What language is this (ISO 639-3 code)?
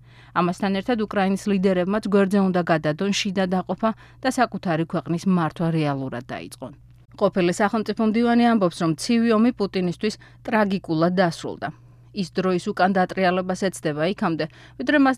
kat